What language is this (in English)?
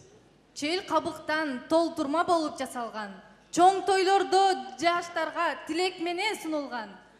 Kyrgyz